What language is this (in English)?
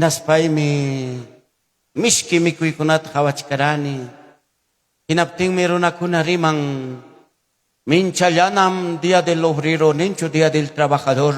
Ayacucho Quechua